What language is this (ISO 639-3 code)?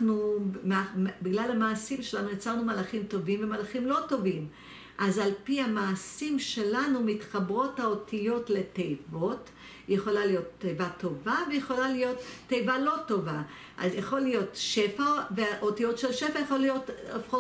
heb